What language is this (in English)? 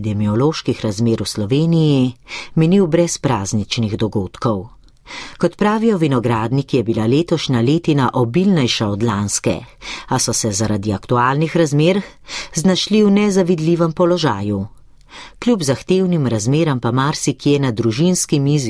Slovenian